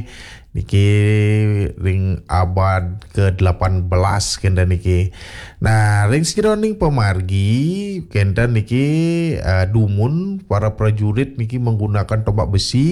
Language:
Balinese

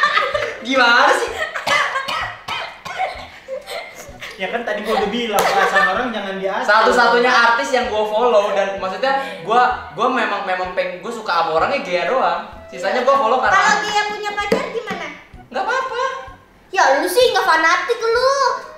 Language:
Indonesian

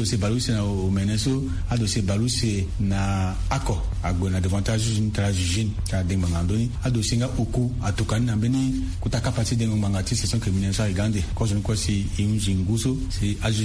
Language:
Sango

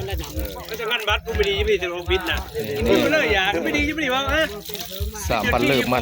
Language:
Northeastern Thai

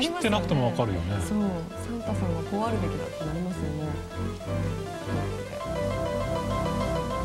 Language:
Japanese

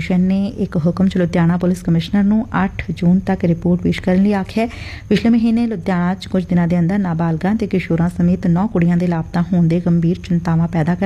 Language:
Punjabi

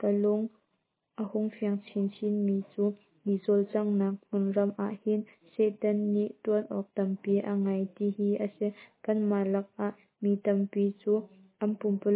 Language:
Hakha Chin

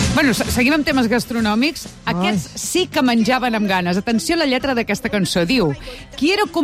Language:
Catalan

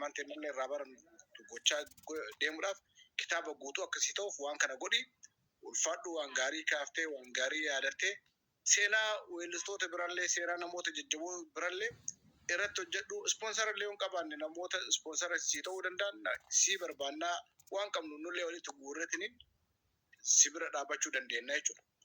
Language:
Oromo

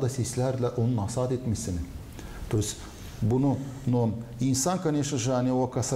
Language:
Gagauz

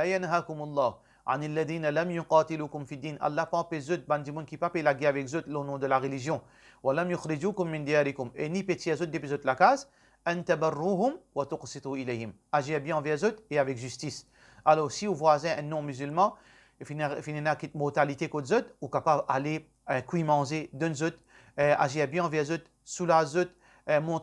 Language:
Morisyen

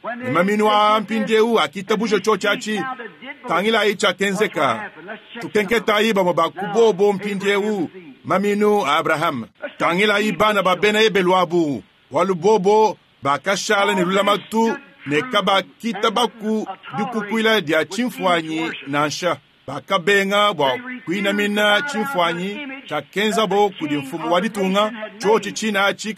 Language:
Luba-Lulua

